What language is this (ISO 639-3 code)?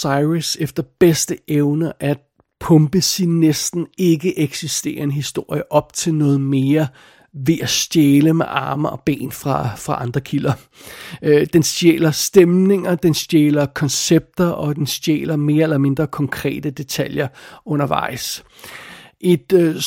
dan